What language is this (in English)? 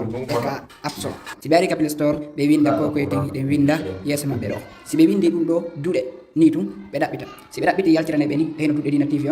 Fula